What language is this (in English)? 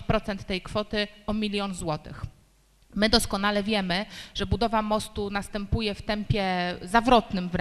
Polish